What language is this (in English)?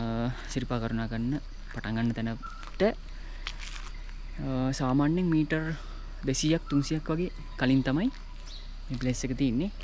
Sinhala